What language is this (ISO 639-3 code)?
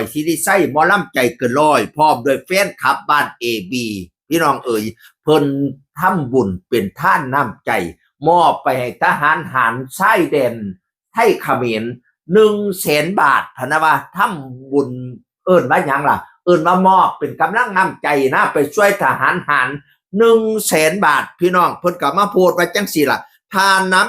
tts